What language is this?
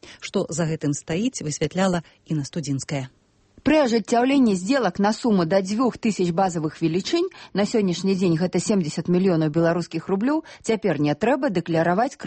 Belarusian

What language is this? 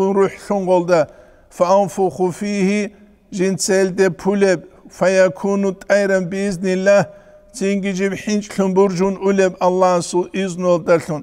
Avaric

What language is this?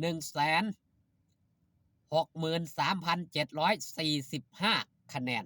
Northeastern Thai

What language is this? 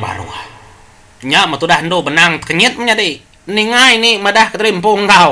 Iban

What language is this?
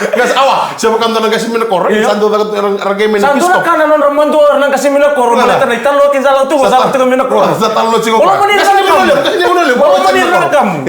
Fijian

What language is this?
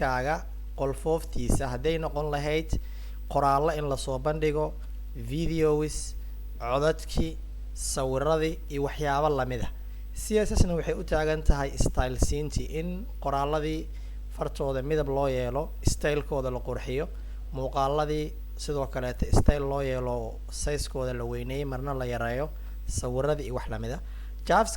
Somali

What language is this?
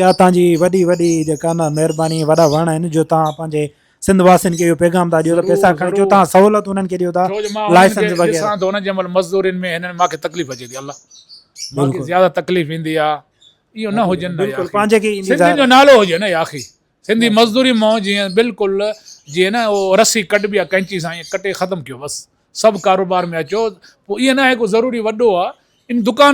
Sindhi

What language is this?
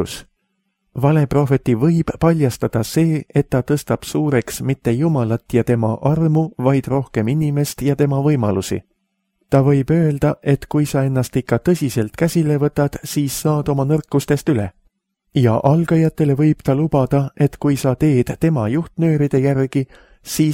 Estonian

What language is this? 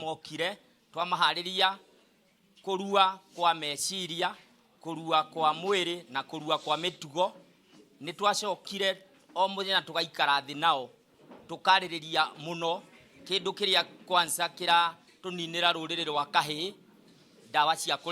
Kikuyu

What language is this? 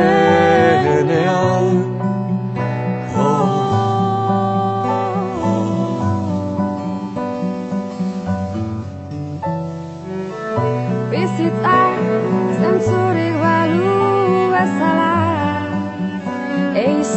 Basque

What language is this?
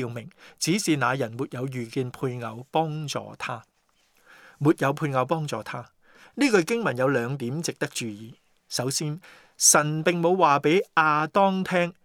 Cantonese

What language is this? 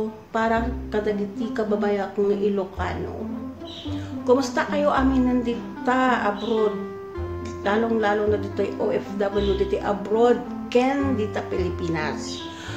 Iloko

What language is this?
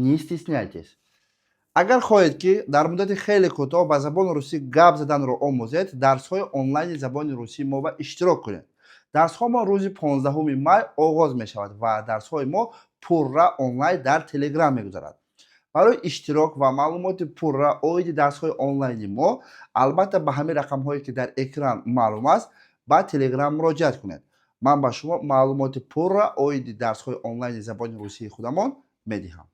Tajik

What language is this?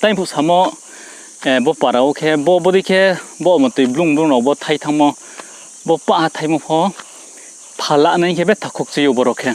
Riang (India)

